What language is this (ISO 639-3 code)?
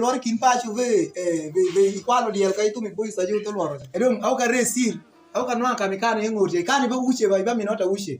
alz